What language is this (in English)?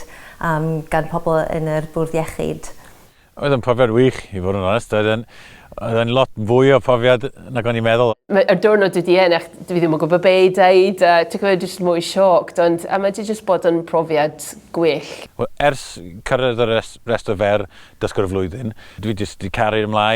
Welsh